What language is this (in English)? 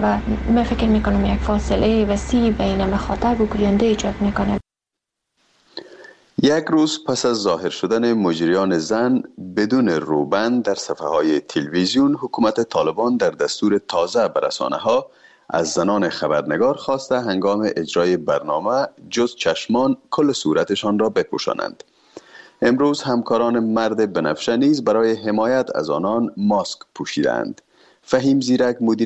Persian